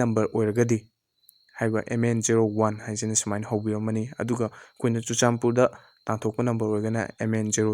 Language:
Manipuri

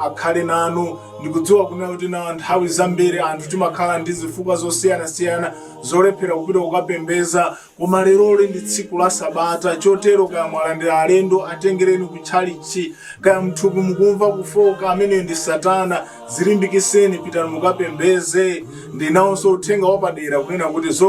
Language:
Nyanja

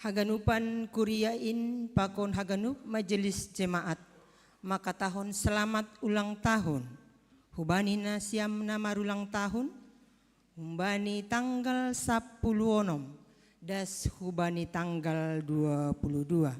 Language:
Batak Simalungun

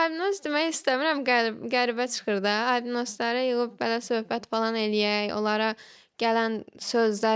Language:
Azerbaijani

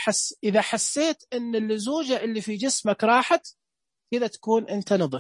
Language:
Najdi Arabic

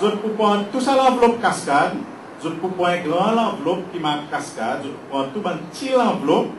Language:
Seselwa Creole French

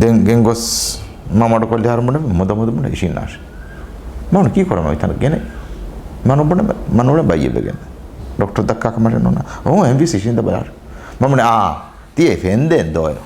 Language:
Divehi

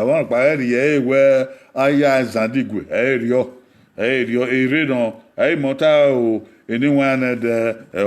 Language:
Bini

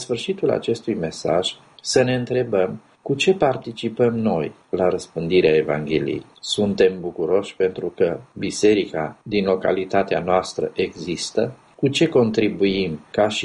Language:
Romanian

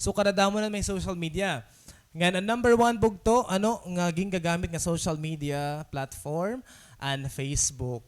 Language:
Waray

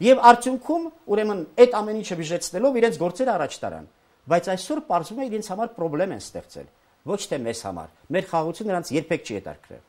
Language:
Armenian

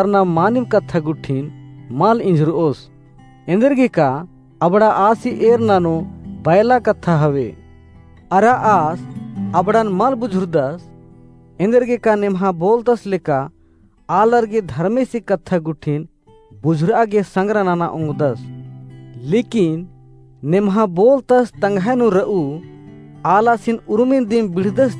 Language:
Kurukh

